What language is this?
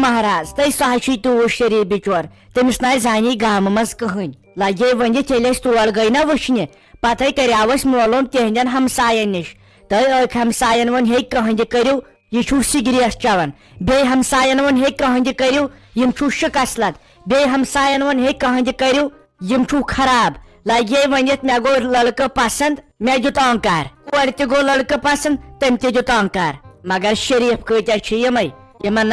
Kashmiri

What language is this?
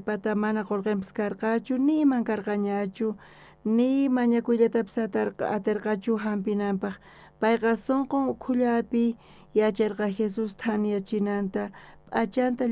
South Bolivian Quechua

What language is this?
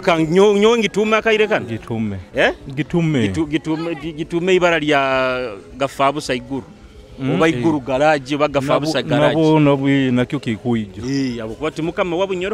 Nyoro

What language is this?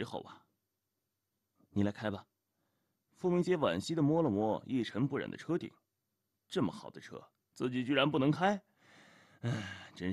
Chinese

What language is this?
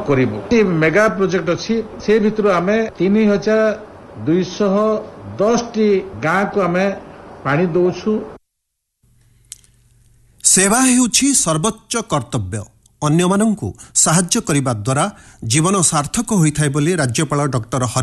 Odia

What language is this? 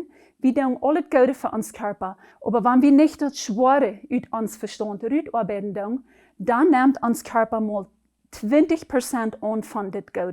Plautdietsch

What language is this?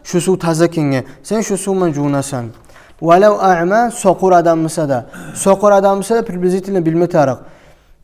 Kumyk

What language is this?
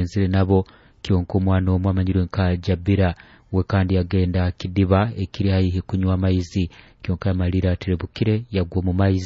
Nyoro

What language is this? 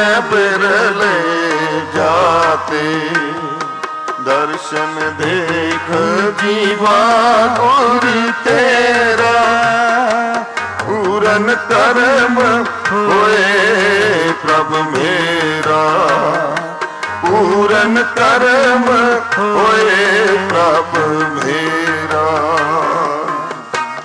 Punjabi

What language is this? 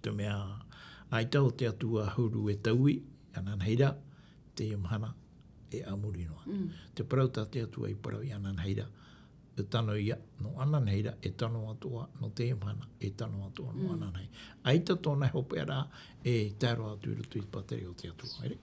Tahitian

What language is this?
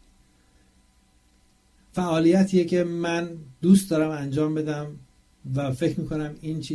Persian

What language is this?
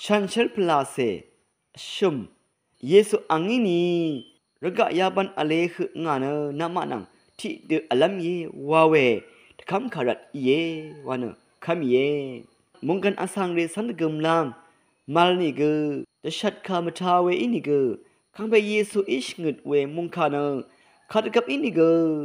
Rawang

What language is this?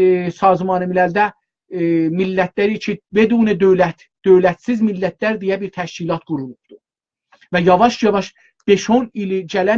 South Azerbaijani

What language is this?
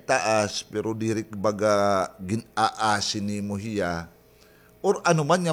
Waray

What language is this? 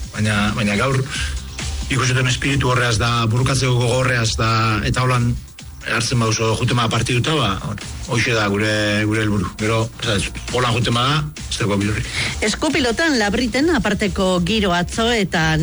Basque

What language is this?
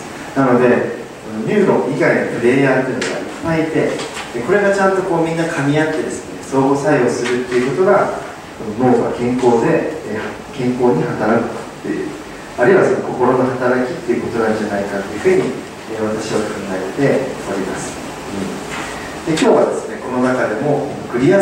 Japanese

